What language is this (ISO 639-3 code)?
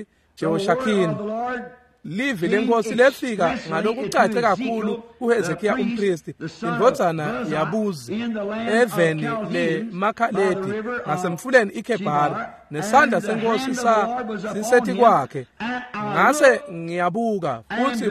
ssw